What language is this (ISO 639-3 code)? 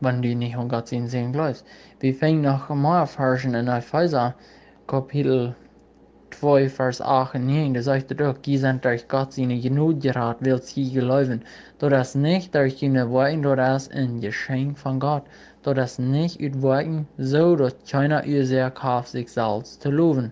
pdt